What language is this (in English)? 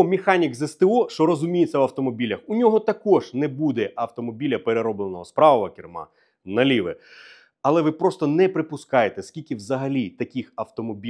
Ukrainian